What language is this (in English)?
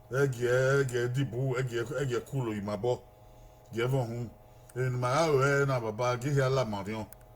Bini